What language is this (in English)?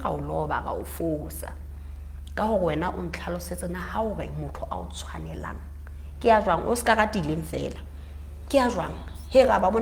Southern Sotho